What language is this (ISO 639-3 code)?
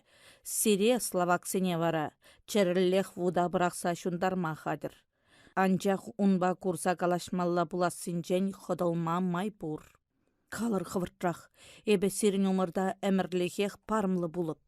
chv